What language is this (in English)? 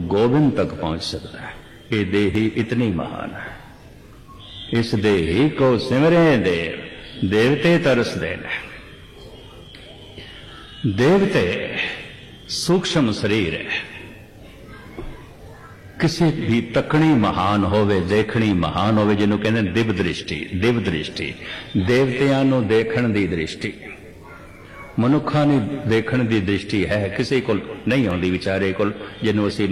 Punjabi